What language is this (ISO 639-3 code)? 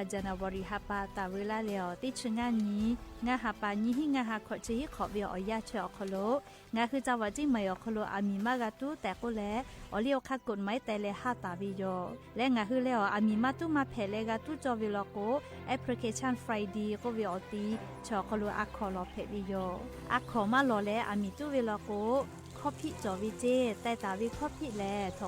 lhu